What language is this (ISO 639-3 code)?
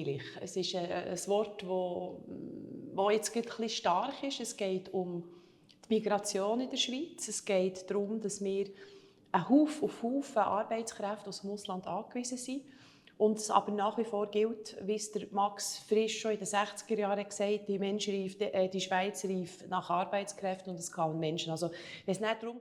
gsw